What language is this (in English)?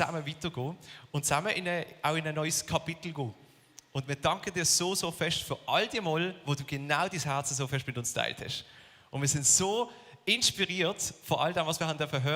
Swiss German